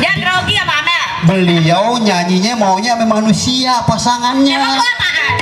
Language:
Betawi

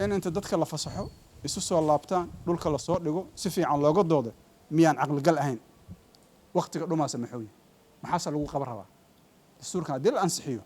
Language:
Somali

